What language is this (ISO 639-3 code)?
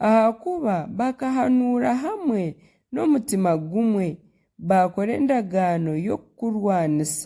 nyn